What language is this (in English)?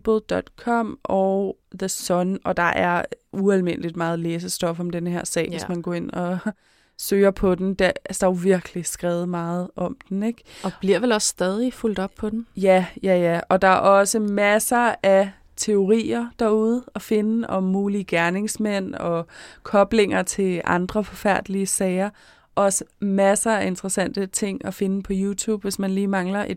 Danish